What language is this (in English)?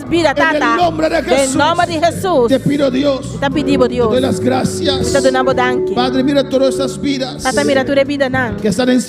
Papiamento